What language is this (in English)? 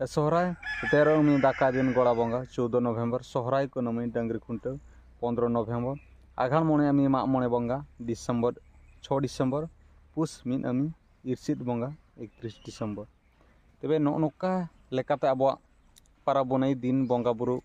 Santali